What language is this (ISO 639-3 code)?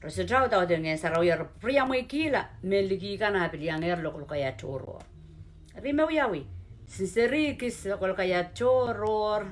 pon